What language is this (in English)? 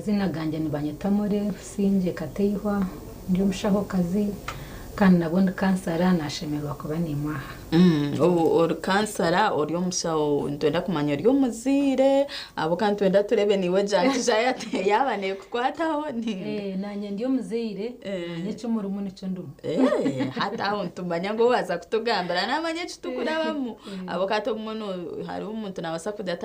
Nyankole